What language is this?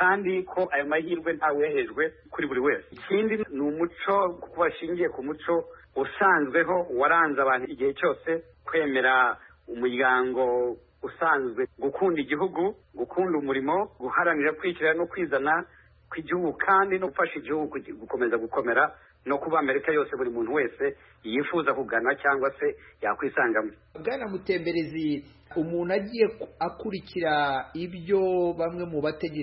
Kinyarwanda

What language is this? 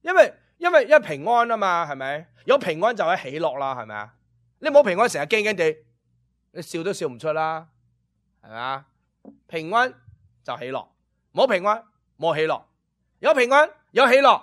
Cantonese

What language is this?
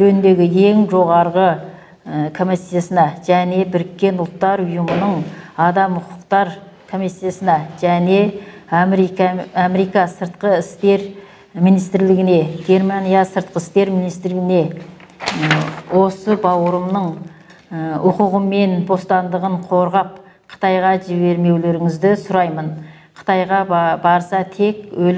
Kazakh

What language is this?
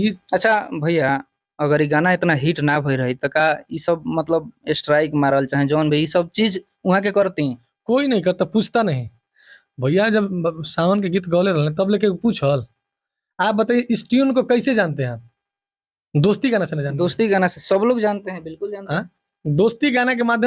Bhojpuri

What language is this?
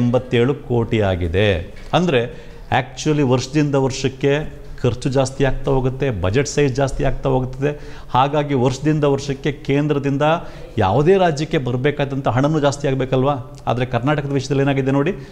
Kannada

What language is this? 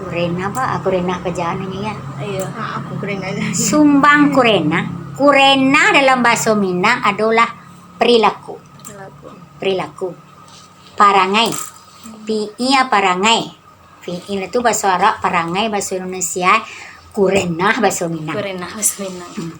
Minangkabau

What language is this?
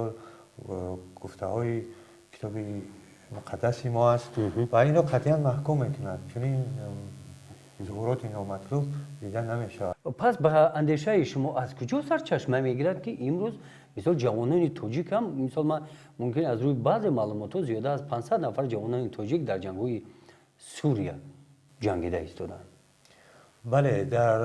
Tajik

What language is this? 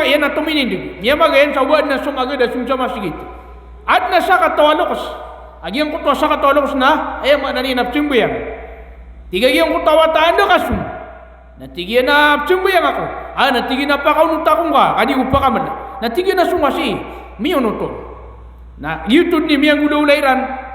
Maranao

